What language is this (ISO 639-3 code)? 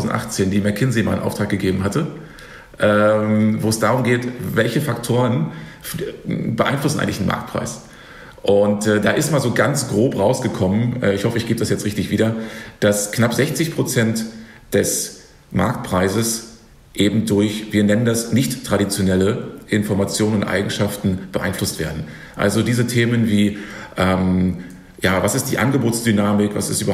deu